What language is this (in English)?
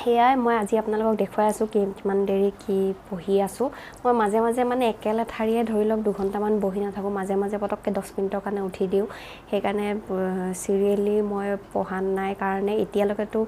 Assamese